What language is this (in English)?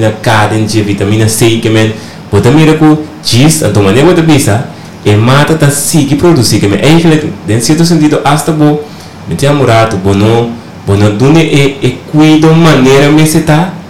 Papiamento